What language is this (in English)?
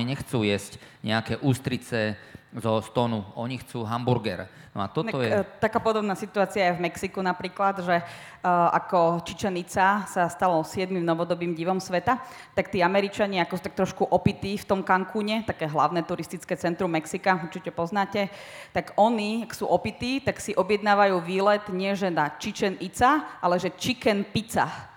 Slovak